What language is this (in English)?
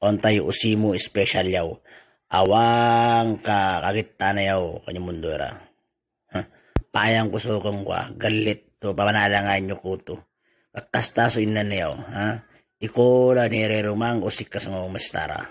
Itawit